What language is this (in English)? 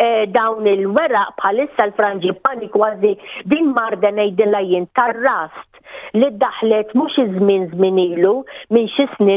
Maltese